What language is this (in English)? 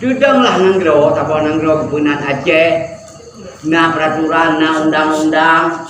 Achinese